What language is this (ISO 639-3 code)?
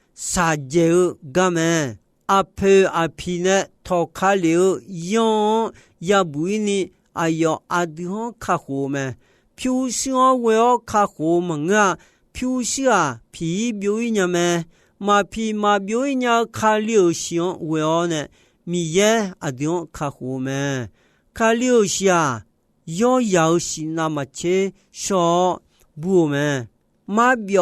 ahk